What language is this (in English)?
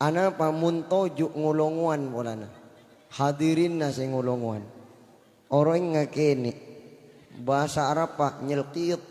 Madurese